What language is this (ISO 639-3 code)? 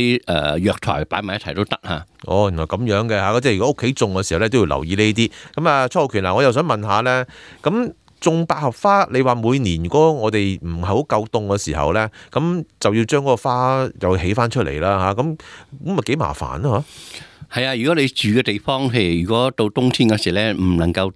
yue